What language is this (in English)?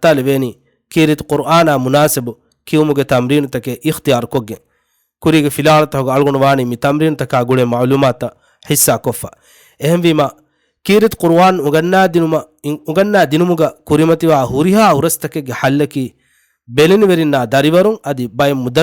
Divehi